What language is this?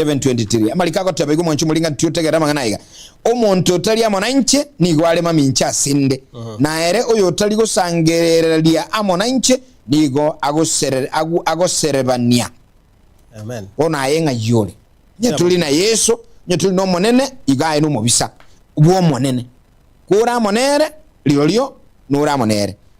Gusii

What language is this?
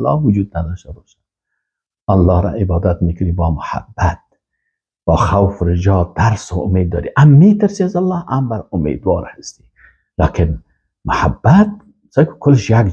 Persian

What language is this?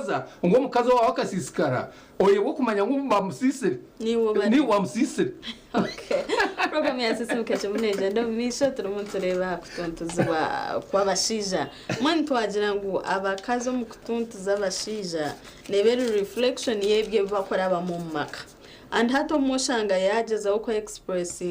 Nyankole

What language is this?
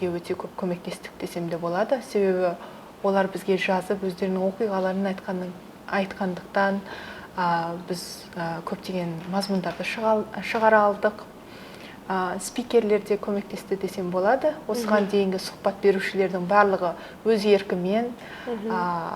Kazakh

